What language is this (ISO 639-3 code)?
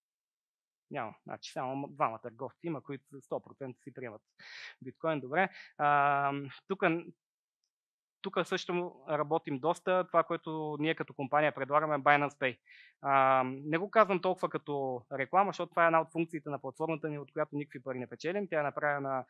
bul